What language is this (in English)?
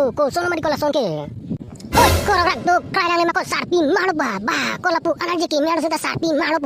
Karbi